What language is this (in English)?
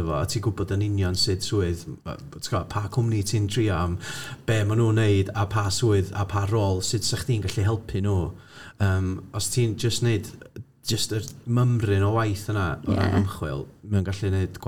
Welsh